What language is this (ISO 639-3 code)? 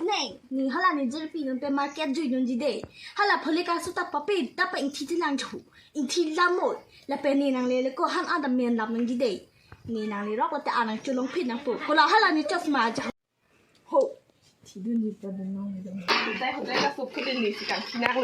mjw